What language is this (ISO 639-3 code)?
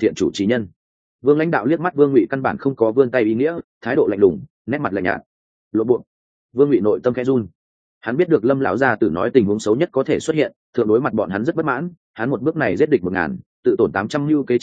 vie